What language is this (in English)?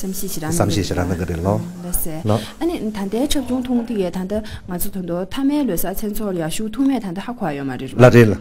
Tibetan